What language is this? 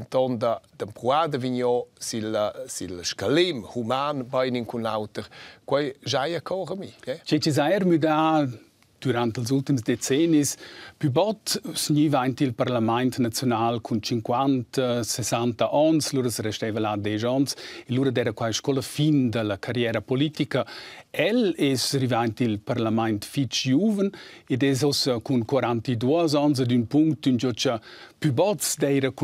Romansh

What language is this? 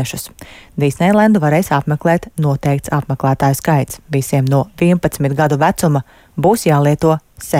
Latvian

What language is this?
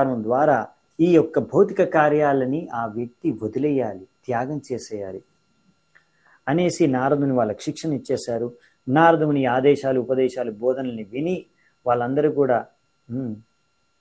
Telugu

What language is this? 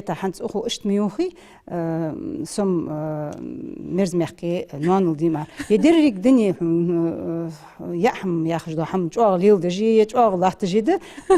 Ingush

